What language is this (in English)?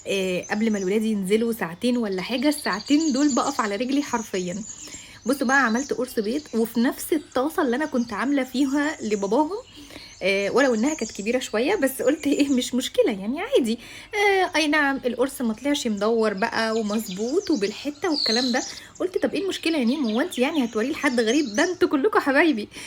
Egyptian Arabic